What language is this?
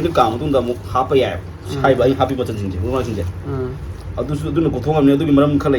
Manipuri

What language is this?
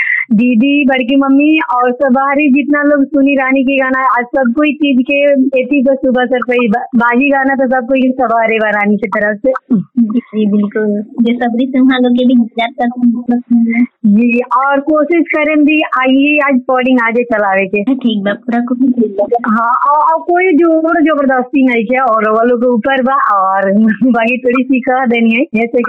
Bhojpuri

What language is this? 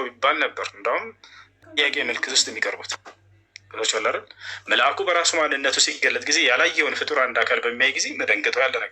Amharic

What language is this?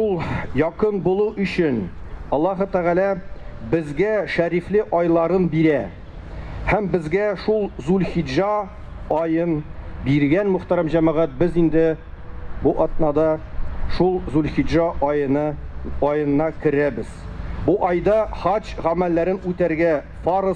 Tatar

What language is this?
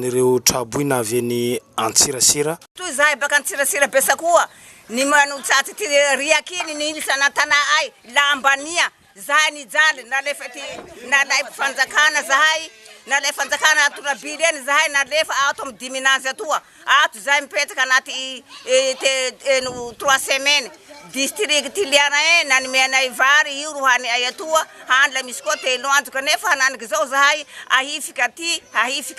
Malagasy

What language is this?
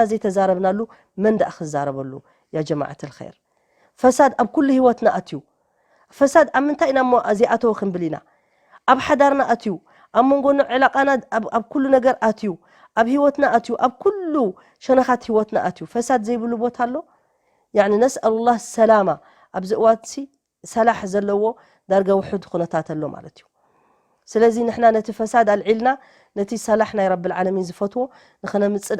Tigrinya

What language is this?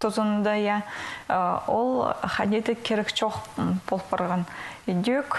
Khakas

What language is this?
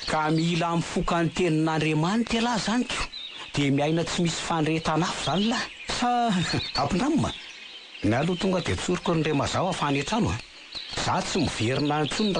Malagasy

